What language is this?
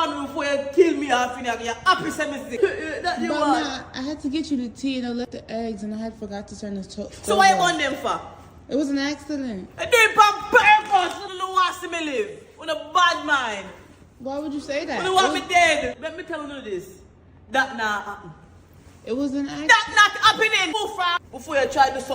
Jamaican Creole English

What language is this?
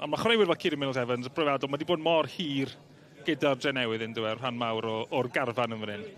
Welsh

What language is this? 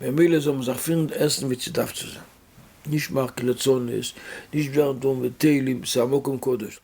Yiddish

